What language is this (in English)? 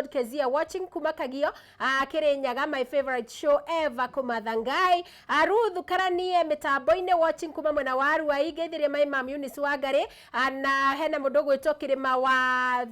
Kikuyu